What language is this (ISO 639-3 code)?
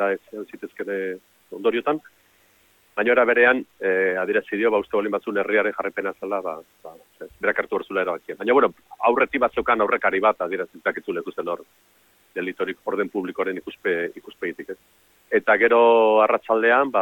eus